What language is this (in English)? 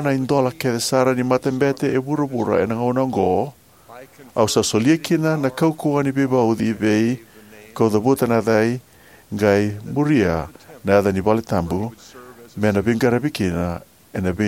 Fijian